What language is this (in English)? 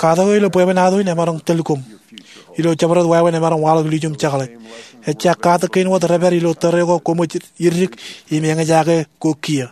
Marshallese